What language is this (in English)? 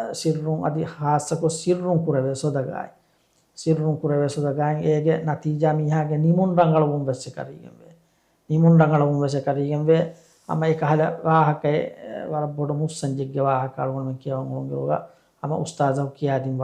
Divehi